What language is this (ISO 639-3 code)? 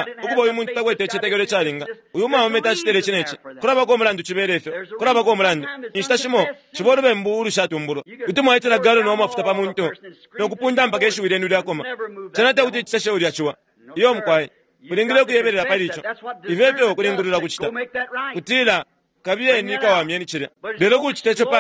bem